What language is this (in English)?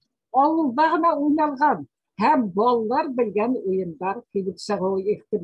Bashkir